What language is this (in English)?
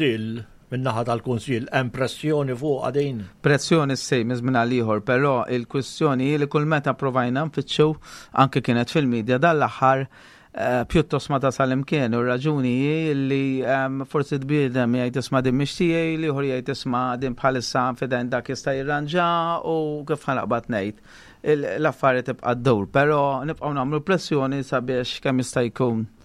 Maltese